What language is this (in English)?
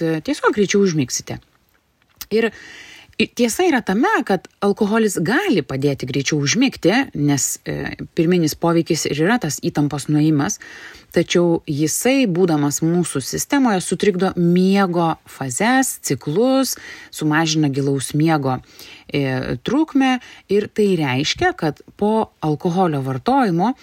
Lithuanian